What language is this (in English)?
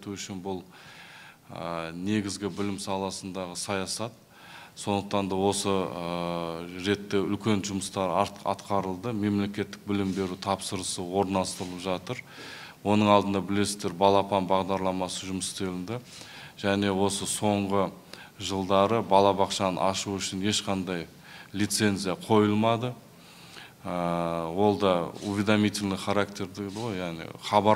Kazakh